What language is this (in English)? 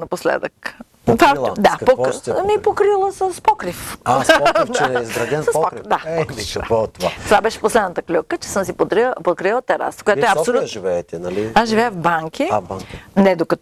Bulgarian